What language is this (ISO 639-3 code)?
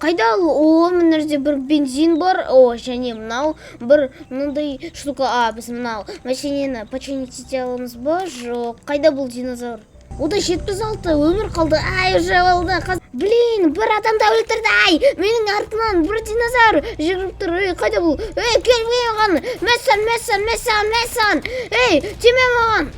kaz